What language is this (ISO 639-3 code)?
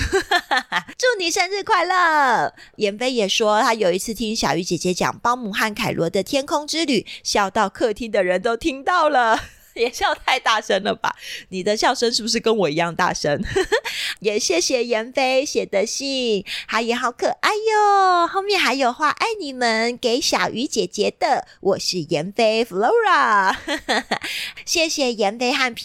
zho